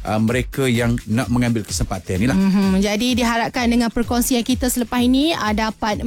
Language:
Malay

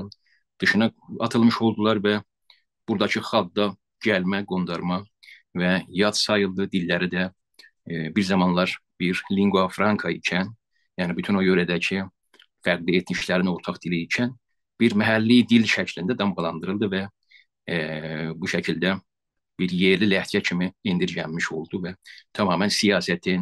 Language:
South Azerbaijani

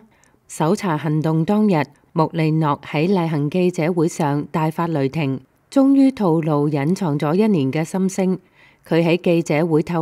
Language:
Cantonese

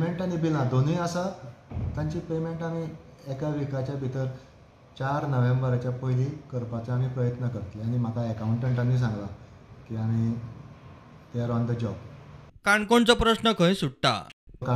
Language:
Konkani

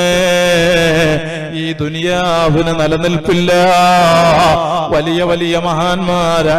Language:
Malayalam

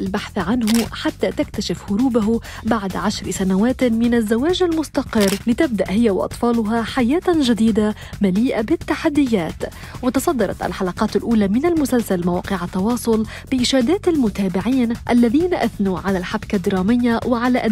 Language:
Arabic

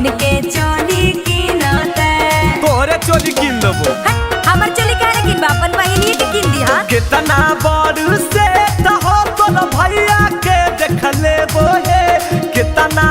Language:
Magahi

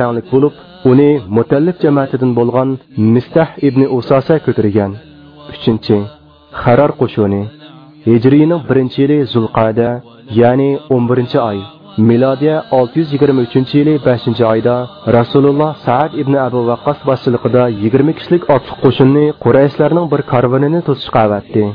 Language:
Uyghur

